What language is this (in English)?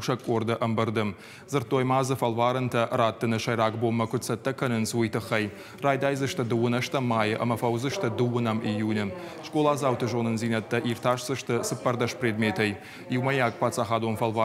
Ossetic